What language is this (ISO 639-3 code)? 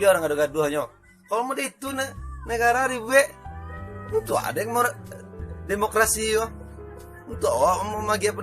min